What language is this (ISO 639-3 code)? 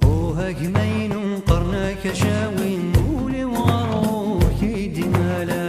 kab